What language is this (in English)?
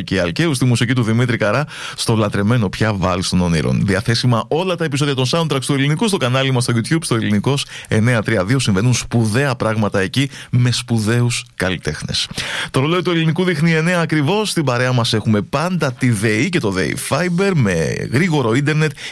Greek